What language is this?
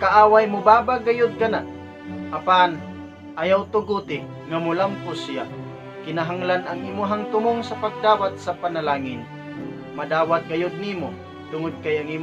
Cebuano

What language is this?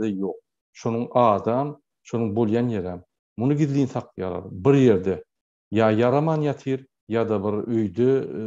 Turkmen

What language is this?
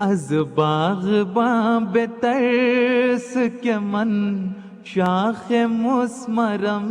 Macedonian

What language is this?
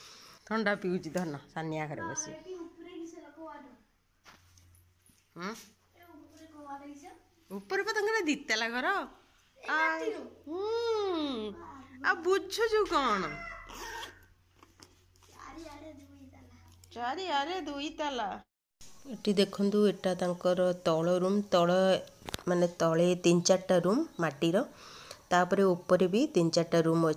Odia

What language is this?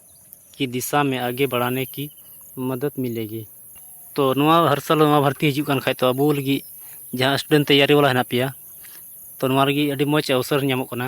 Santali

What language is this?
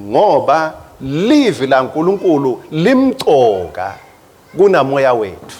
Swati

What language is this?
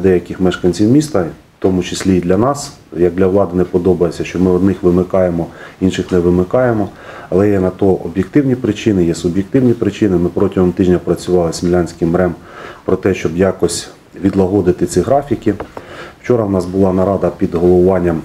Ukrainian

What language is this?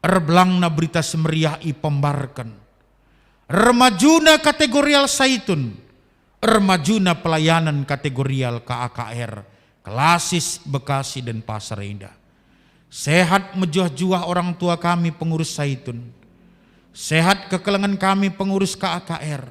Batak Karo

